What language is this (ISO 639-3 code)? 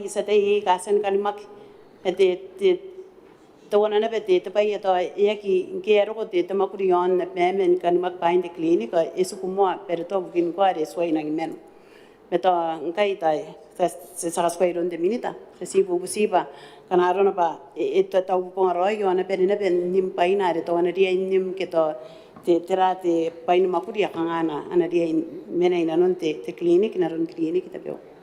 gil